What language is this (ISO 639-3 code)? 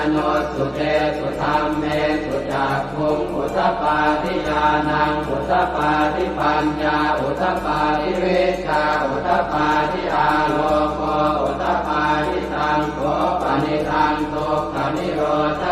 pli